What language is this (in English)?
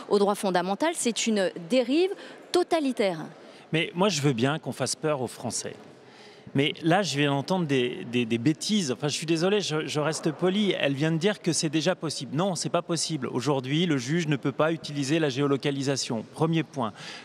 French